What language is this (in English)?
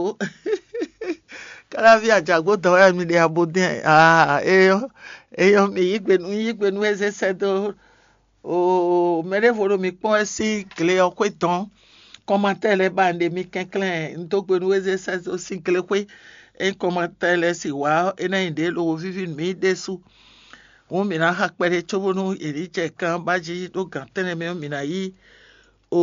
Fon